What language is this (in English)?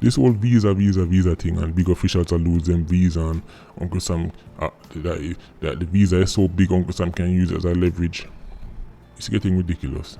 Jamaican Creole English